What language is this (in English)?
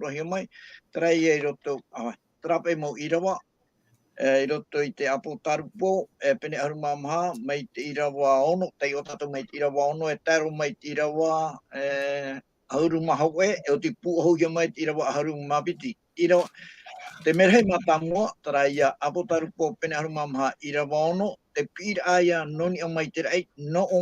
Tahitian